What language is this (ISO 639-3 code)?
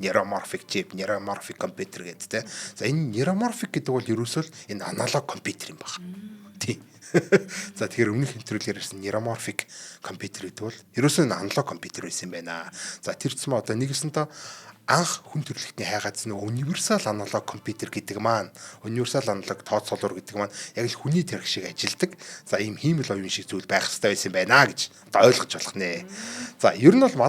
mon